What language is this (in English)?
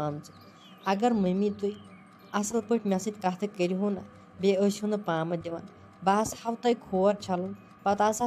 Kashmiri